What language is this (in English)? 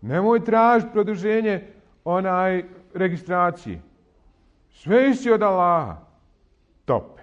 Bosnian